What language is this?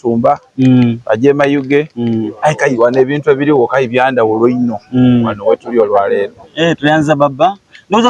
Soga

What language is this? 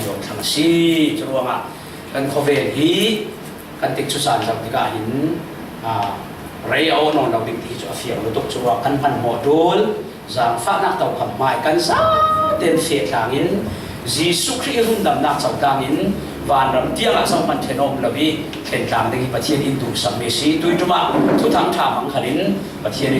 Falam Chin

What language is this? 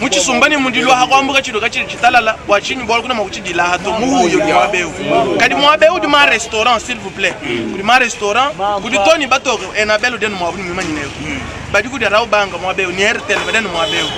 Luba-Lulua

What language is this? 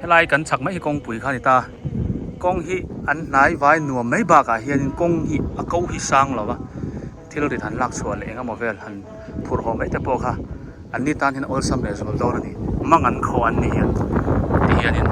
Biete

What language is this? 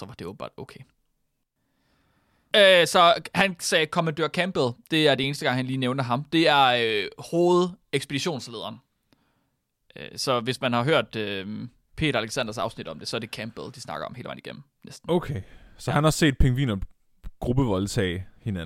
Danish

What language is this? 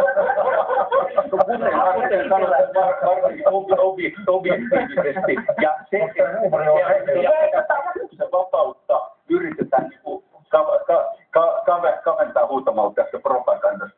Finnish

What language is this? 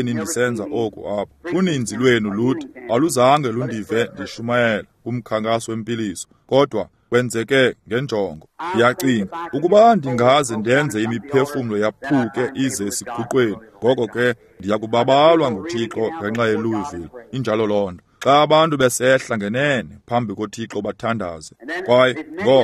Xhosa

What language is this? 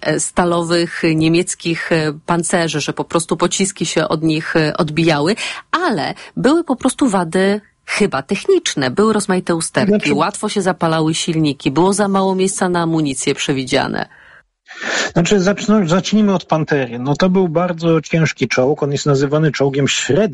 Polish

